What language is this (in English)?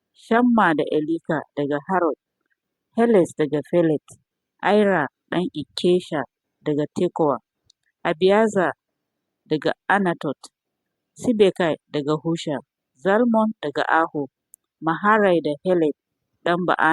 Hausa